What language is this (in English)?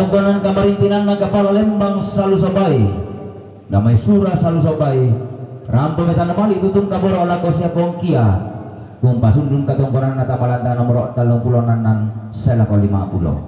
Toraja-Sa'dan